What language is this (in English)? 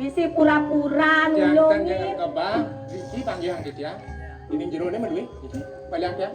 Balinese